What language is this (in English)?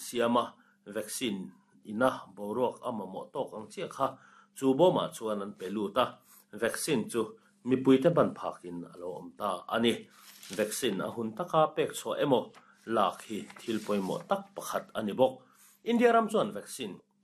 Mizo